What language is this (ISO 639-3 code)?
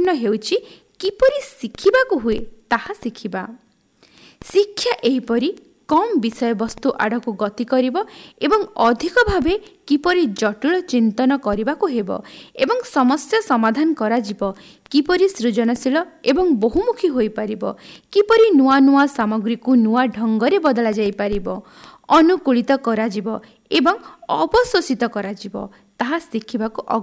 ori